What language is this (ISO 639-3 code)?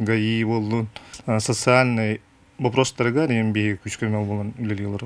sah